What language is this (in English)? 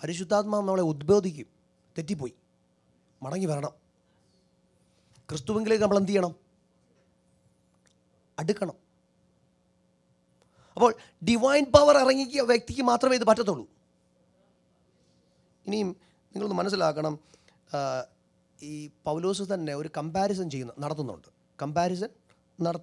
Malayalam